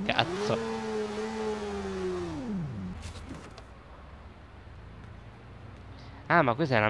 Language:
Italian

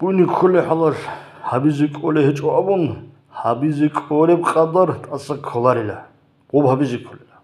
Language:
Avaric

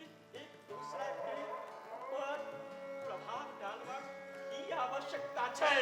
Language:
Maithili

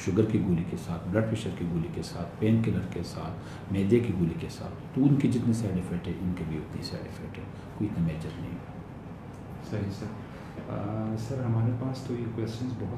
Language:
Urdu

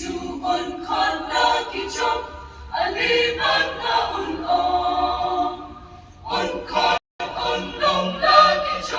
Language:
Khasi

